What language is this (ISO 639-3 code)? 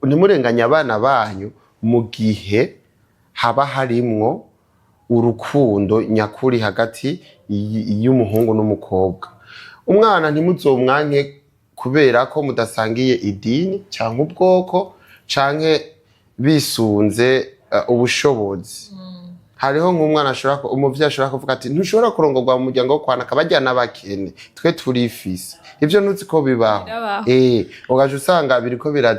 run